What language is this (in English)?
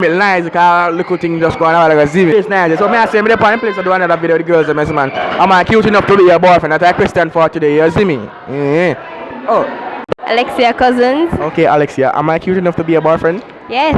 Jamaican Creole English